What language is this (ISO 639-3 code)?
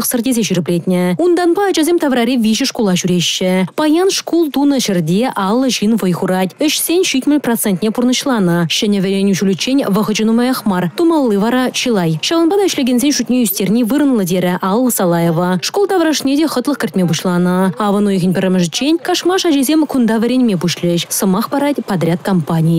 chv